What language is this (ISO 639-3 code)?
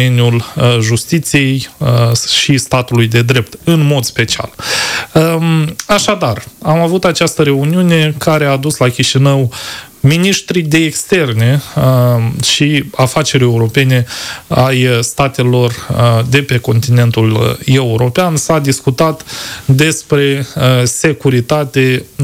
ron